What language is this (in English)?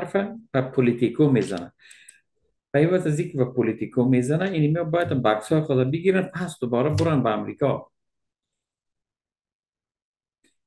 Persian